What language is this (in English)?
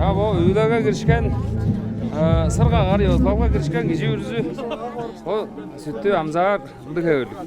Tuvinian